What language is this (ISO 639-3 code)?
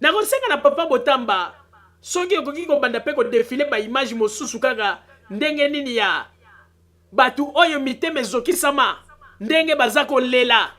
lin